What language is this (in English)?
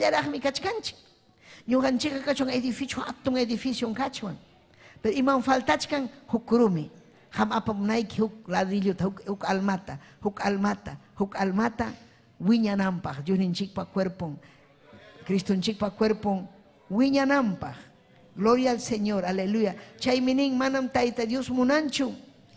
Ayacucho Quechua